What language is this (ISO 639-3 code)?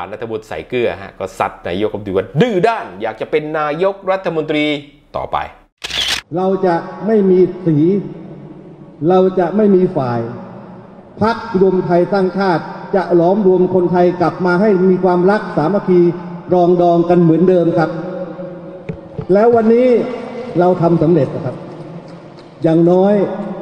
tha